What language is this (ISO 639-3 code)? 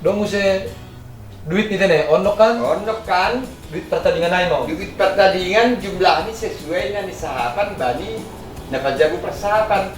bts